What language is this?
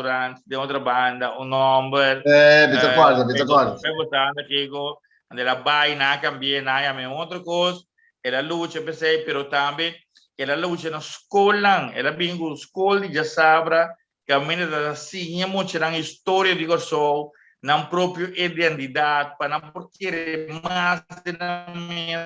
Papiamento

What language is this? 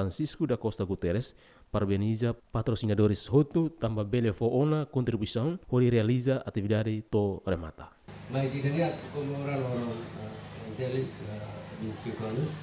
Tetum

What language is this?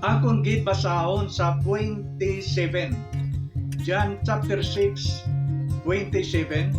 Hiligaynon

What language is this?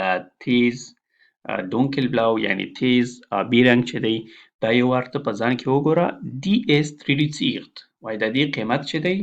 Pashto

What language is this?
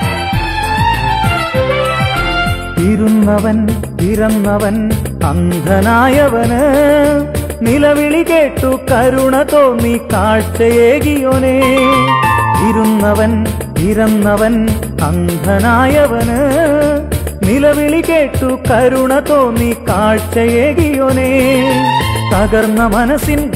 Malayalam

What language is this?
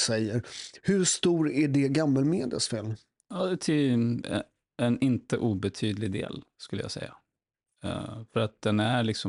Swedish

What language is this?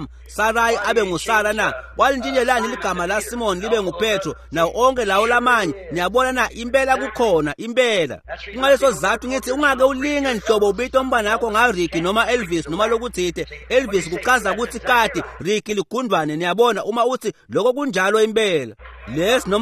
Swati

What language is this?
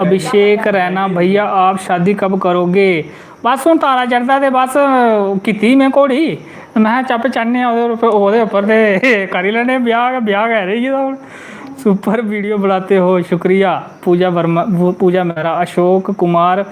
Dogri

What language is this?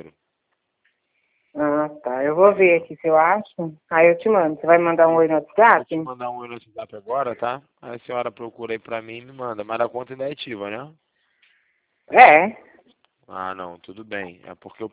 Portuguese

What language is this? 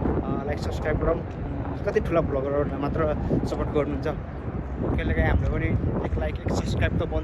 Nepali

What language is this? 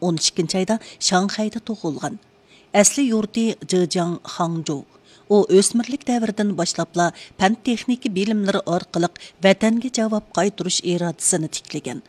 Uyghur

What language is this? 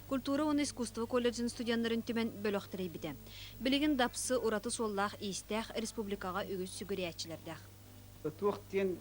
Yakut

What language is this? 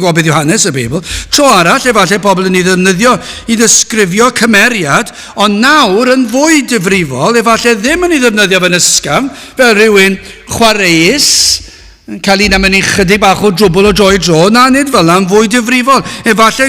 Welsh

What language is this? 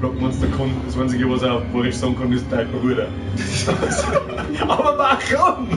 Bavarian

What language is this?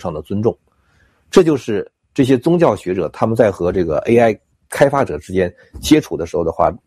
Chinese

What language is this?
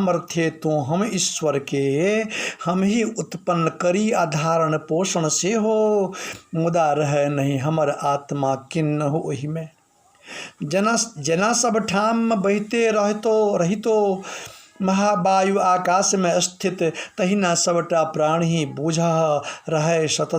Maithili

